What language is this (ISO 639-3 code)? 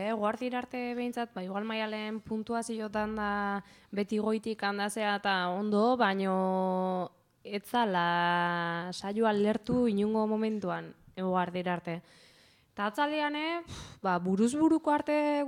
eus